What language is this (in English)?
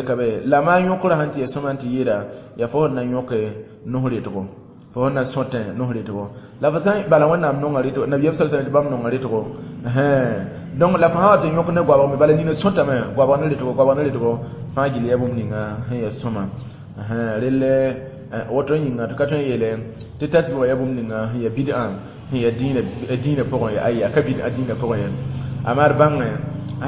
Mossi